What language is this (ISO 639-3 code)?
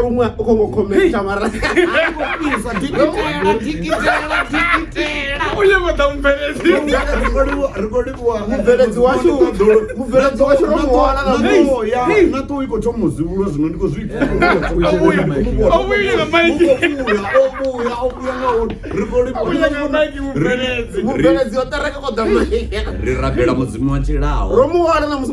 ven